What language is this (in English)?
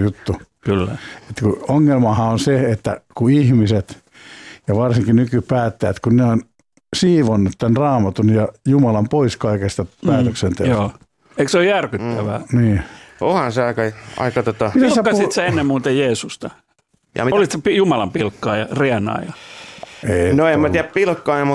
Finnish